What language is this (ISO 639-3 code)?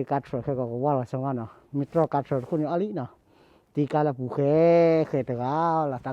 ksw